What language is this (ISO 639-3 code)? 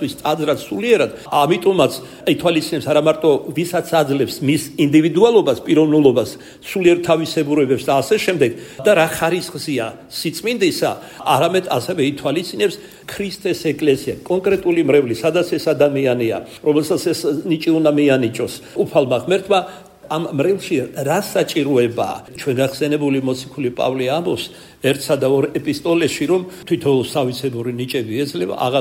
kat